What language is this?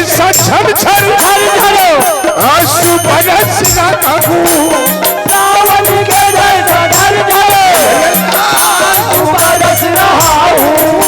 Chhattisgarhi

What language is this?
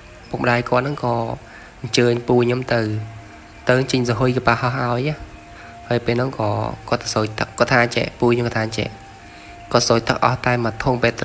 Khmer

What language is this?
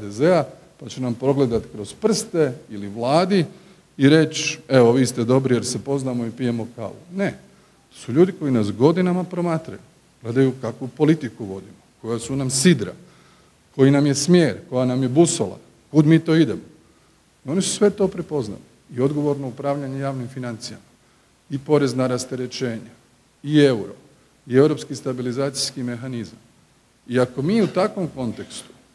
Croatian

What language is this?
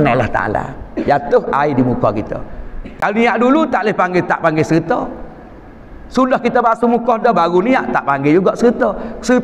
Malay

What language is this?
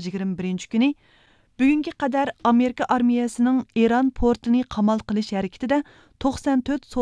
Uyghur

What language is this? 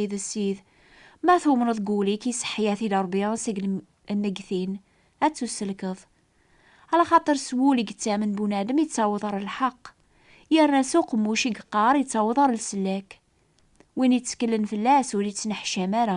Kabyle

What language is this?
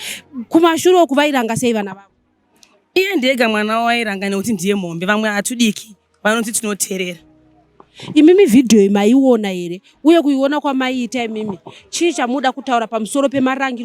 Shona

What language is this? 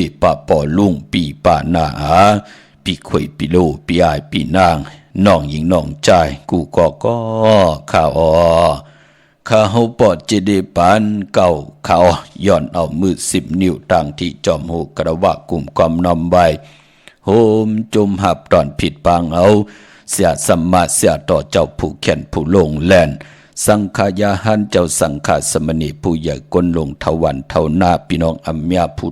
Shan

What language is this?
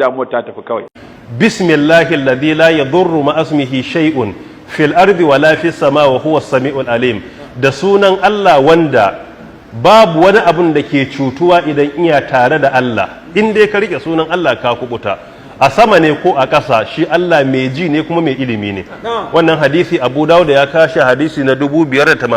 Hausa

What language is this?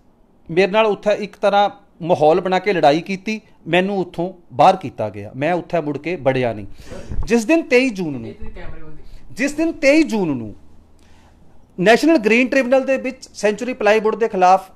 Punjabi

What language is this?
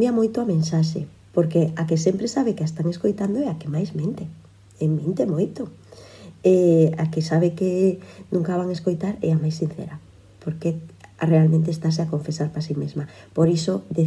Galician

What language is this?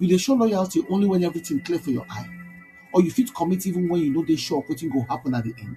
Nigerian Pidgin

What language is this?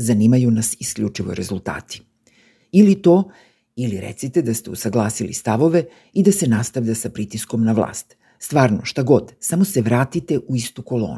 Serbian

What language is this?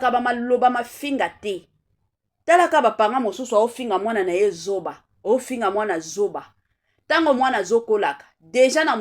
Lingala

